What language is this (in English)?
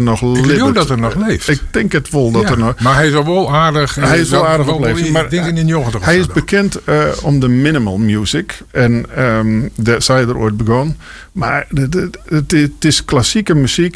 Western Frisian